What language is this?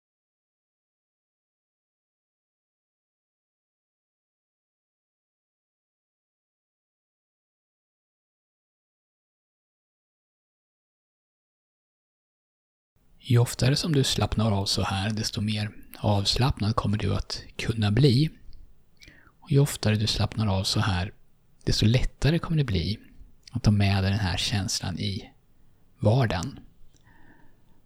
Swedish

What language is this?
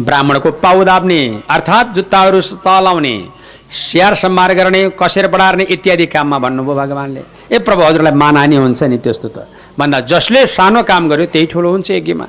Nepali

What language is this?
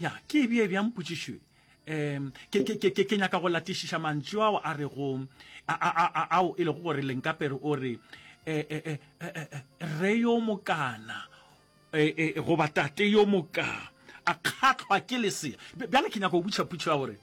Northern Sotho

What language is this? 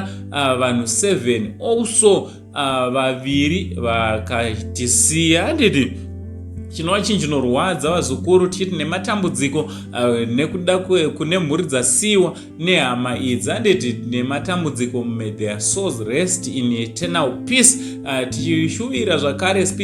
Shona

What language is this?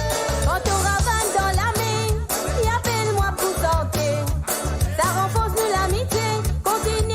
Morisyen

